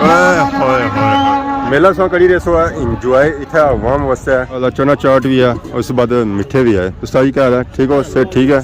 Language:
Pahari-Potwari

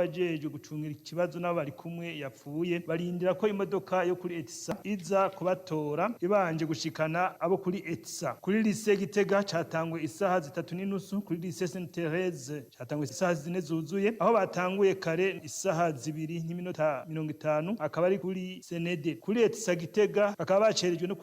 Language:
Rundi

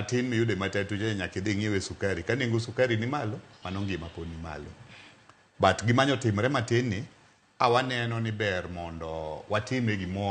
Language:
Luo (Kenya and Tanzania)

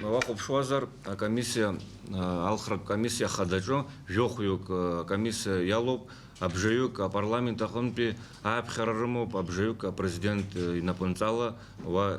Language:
Abkhazian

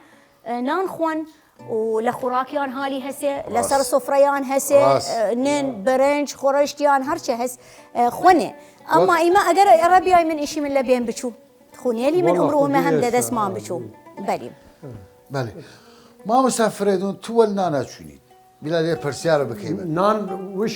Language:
Southern Kurdish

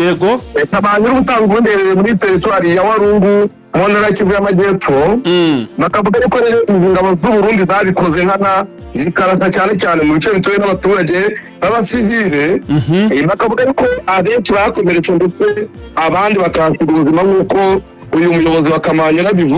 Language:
Kinyarwanda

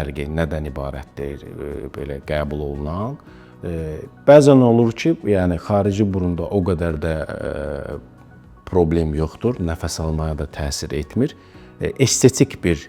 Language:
Azerbaijani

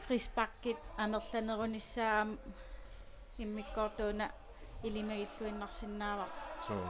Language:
Kalaallisut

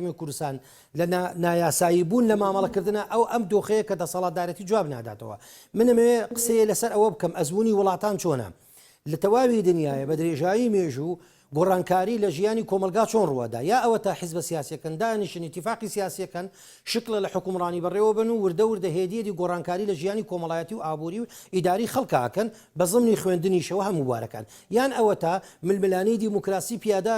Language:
Central Kurdish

